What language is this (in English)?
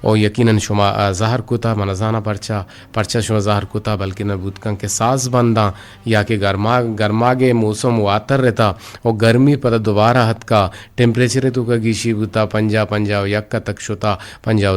Eastern Balochi